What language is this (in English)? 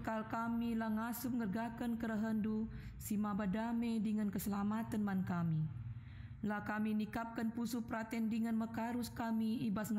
Batak Karo